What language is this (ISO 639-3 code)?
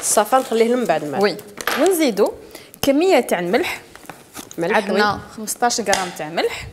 arq